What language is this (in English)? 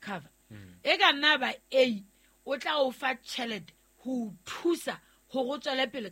Southern Sotho